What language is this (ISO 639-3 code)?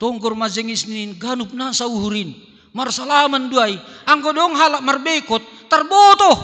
bts